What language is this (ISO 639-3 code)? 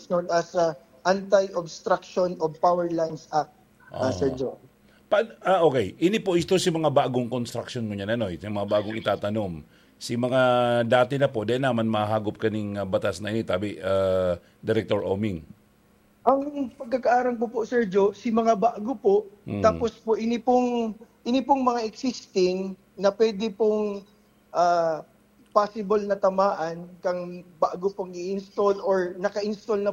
bik